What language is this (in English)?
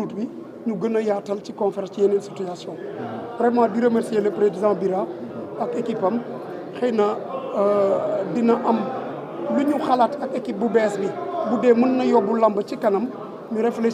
Wolof